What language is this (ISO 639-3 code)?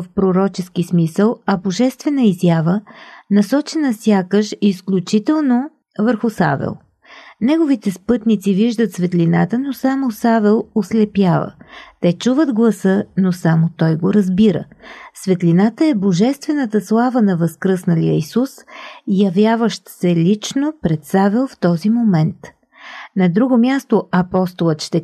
bul